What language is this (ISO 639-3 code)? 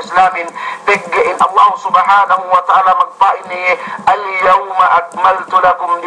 yka